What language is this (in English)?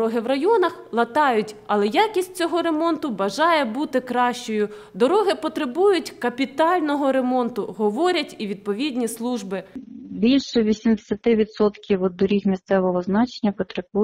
Ukrainian